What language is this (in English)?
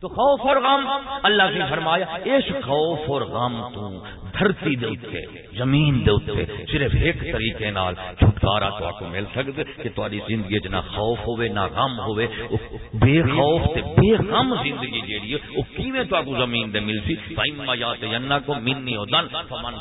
Saraiki